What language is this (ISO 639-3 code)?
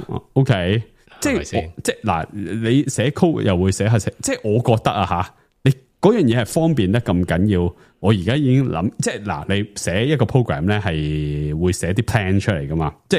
yue